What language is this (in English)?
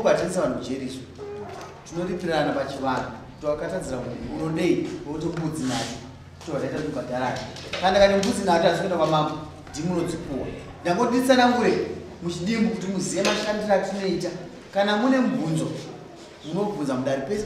Shona